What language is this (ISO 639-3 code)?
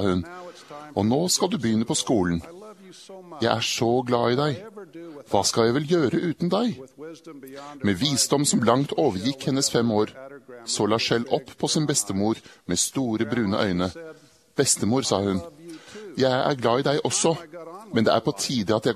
nor